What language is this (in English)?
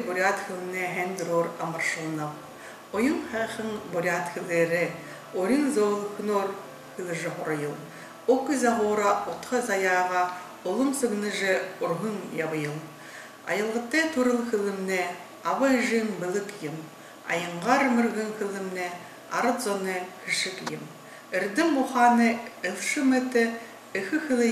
Buriat